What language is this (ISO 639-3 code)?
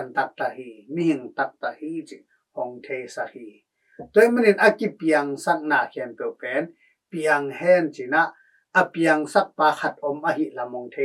ctd